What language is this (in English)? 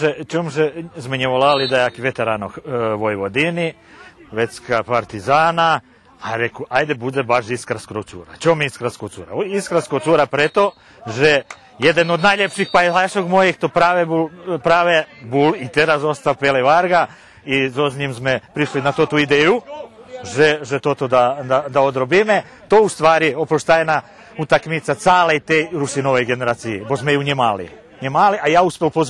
Rusyn